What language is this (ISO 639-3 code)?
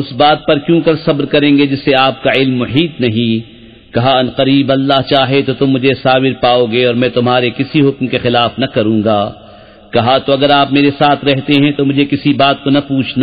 urd